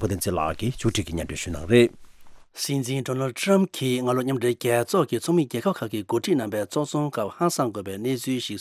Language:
Tibetan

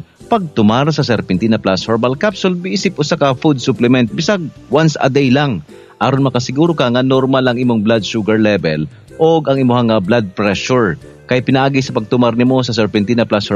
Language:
Cebuano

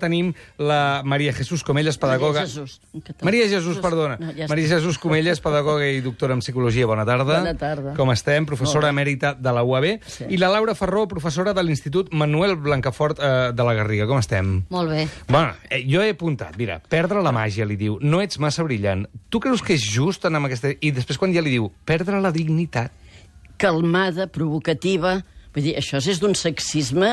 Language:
Catalan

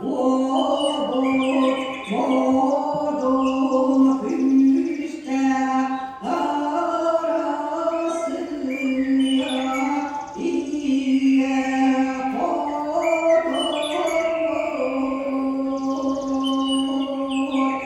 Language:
Yakut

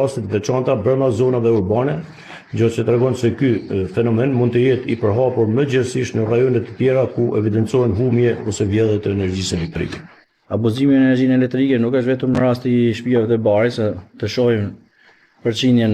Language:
Albanian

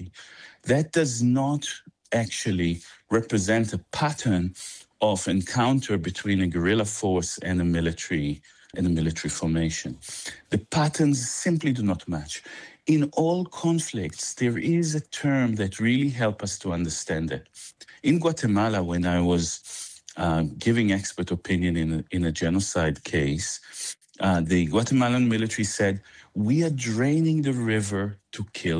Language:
English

